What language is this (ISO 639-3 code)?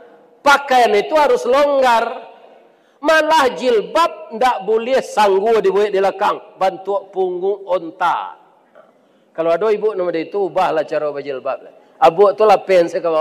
min